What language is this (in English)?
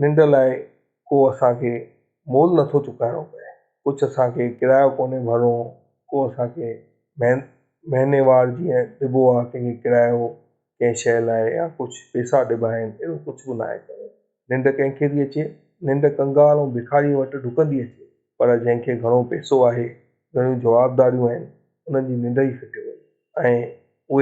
Sindhi